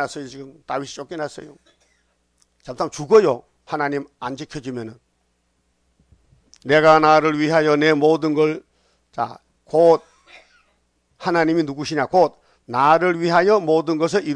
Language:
Korean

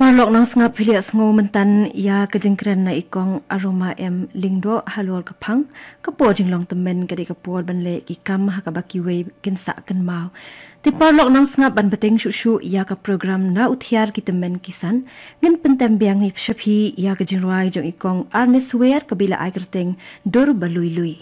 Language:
Khasi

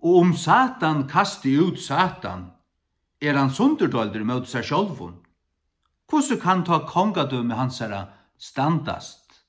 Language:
Faroese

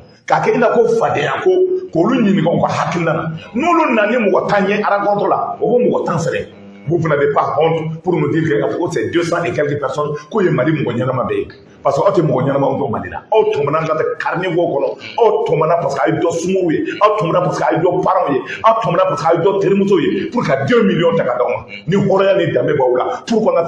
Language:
Bambara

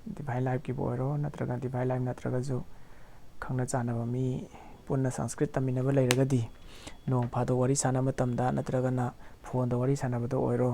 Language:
Manipuri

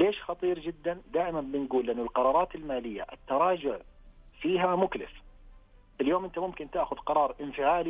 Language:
Najdi Arabic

